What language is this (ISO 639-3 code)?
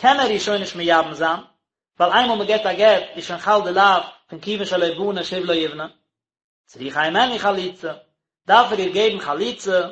yid